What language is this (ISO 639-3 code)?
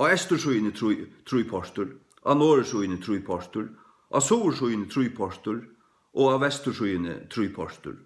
fao